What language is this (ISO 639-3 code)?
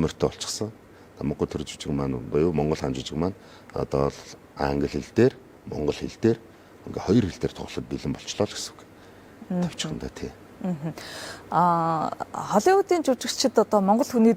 mon